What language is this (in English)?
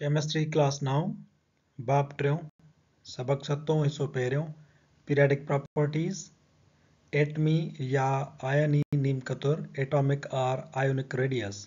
Sindhi